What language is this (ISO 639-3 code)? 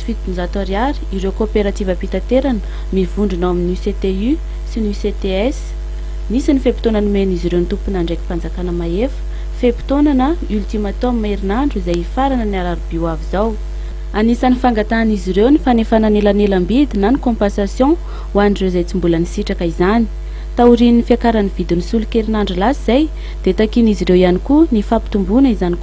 mlg